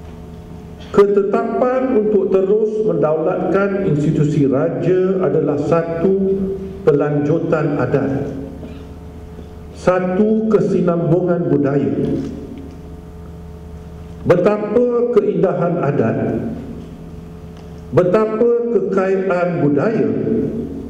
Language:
Malay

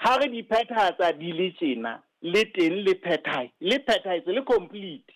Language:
Southern Sotho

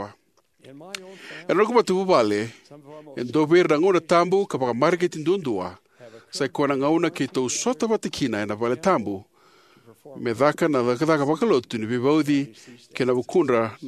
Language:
Fijian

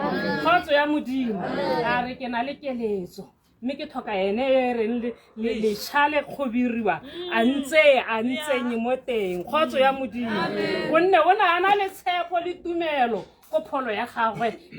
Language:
Tswana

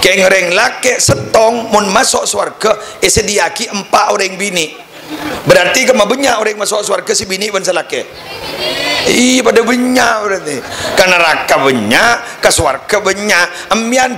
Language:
Madurese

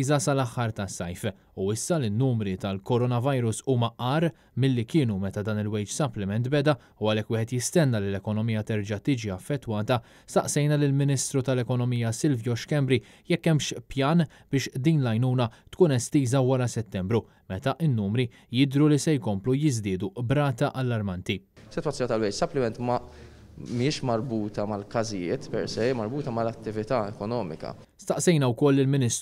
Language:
Maltese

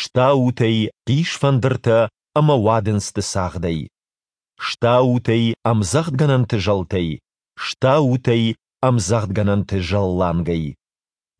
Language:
Ossetic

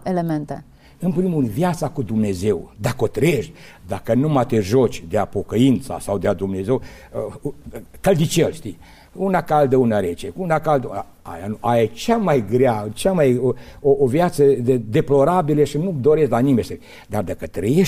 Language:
Romanian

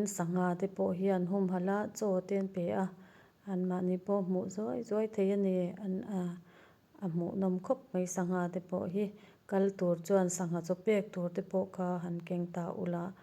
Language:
Mizo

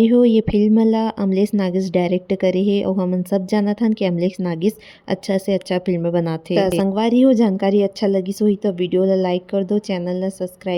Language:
Chhattisgarhi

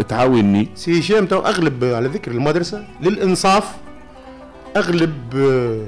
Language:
Tunisian Arabic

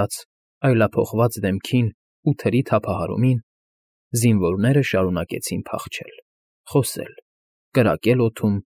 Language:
Armenian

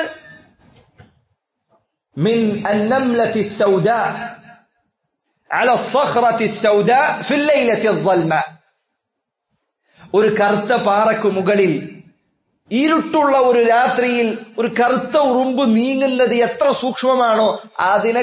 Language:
Malayalam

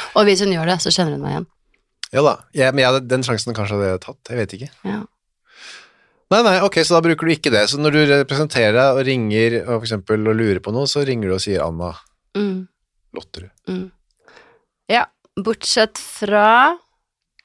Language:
Norwegian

